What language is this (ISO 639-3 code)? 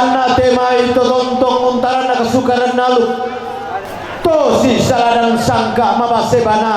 sda